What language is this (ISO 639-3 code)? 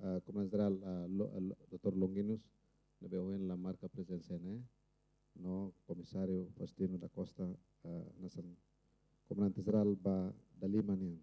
tet